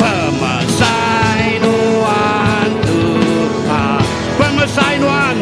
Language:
Iban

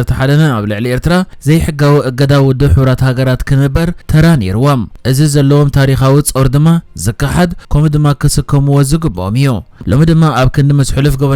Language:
Tigrinya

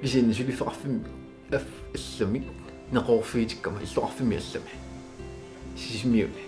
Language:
Kalaallisut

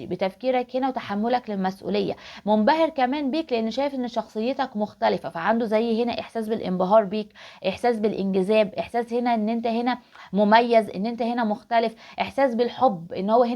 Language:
Egyptian Arabic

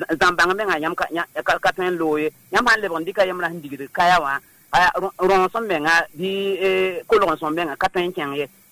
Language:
Mossi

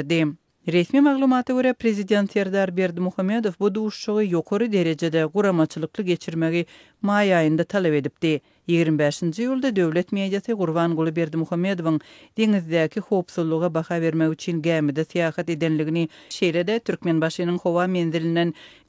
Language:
Turkmen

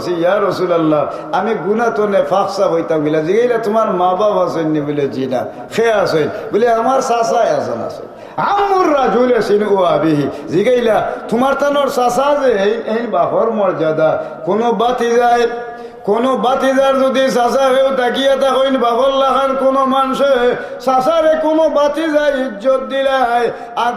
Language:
Sylheti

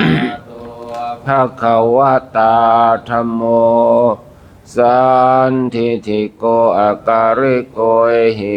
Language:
Pali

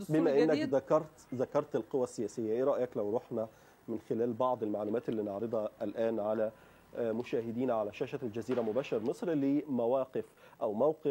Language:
Egyptian Arabic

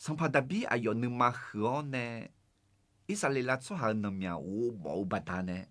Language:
Akha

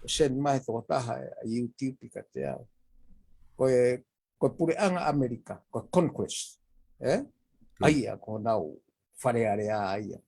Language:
Tongan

